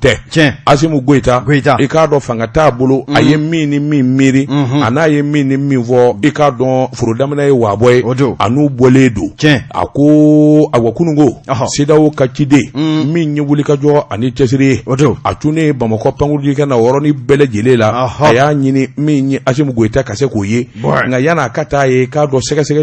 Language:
Bambara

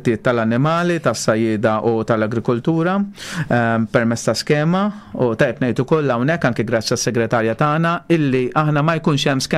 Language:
Maltese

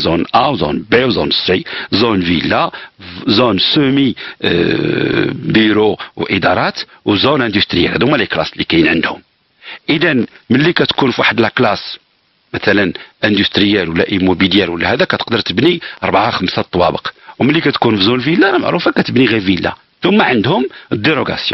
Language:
Moroccan Arabic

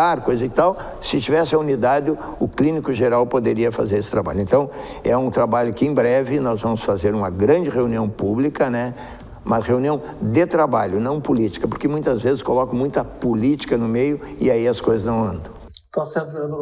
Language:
Portuguese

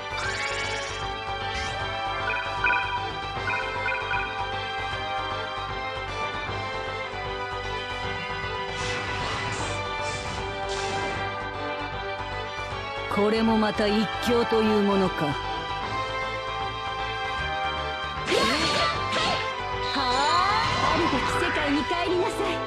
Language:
Japanese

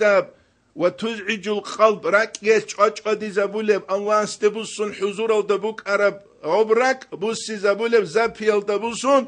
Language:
Avaric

